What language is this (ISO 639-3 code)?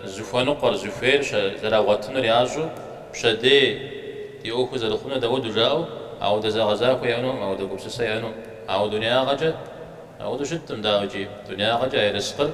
kbd